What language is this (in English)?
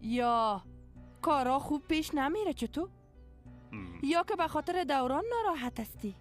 Persian